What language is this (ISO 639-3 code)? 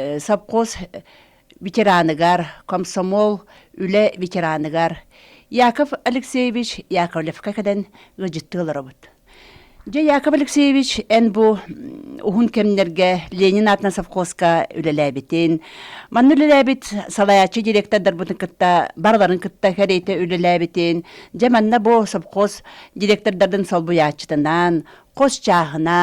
sah